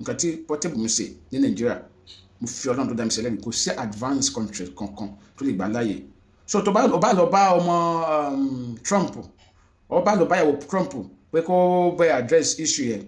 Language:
Yoruba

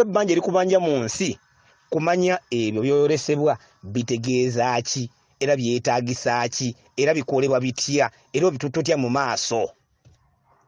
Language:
Ganda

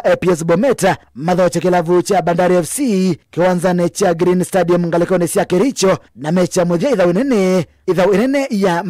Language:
Kamba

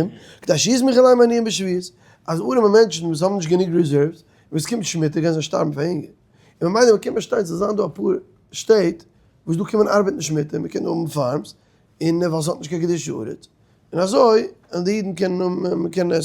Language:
Yiddish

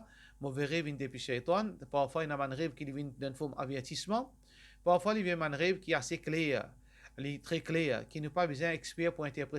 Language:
Morisyen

